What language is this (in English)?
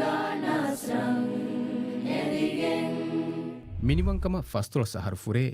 Divehi